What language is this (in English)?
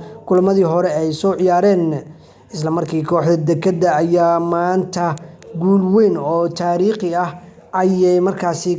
Somali